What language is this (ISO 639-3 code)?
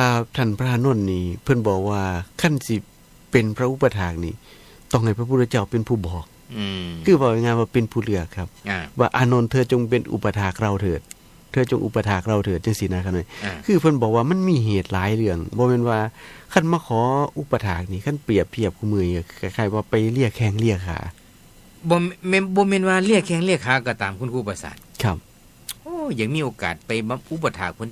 tts